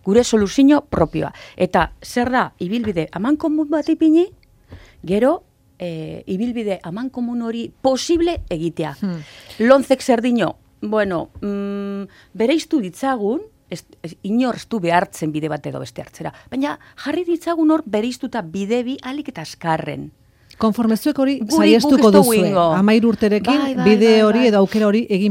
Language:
Basque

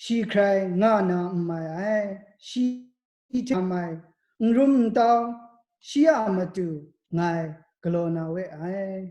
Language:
Kachin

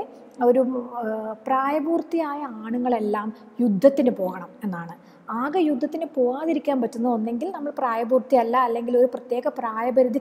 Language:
Malayalam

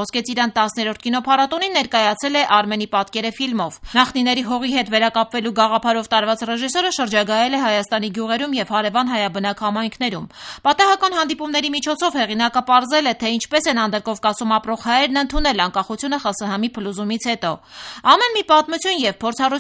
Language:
Armenian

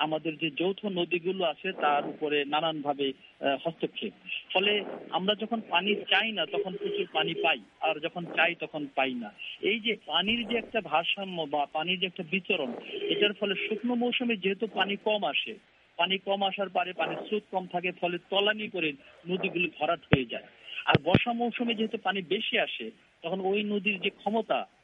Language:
Bangla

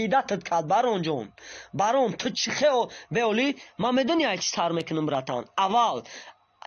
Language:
Tajik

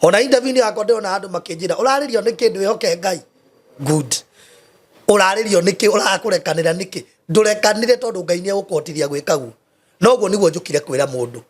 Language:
Kikuyu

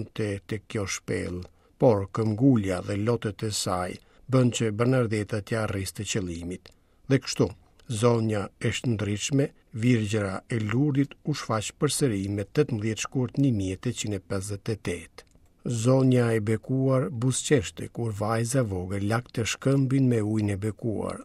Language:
Albanian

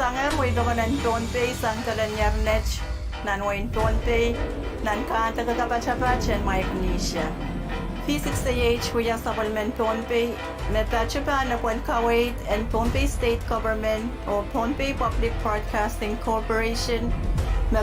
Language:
Pohnpeian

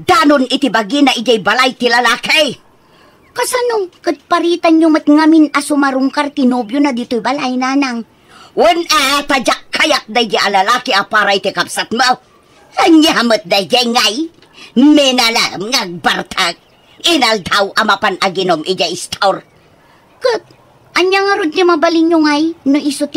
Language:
Iloko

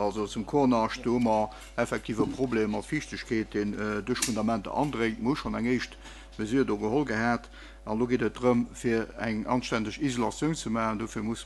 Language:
Luxembourgish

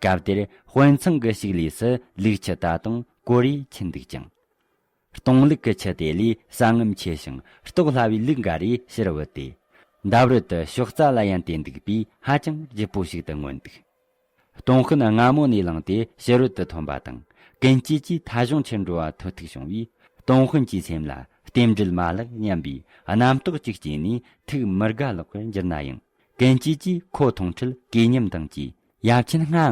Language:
Tibetan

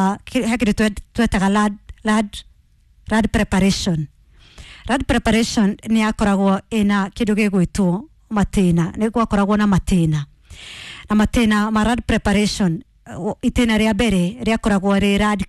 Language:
Kikuyu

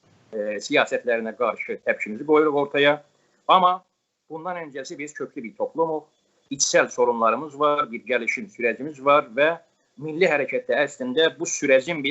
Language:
South Azerbaijani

